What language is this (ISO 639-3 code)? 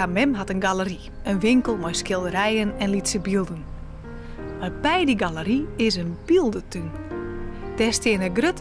fry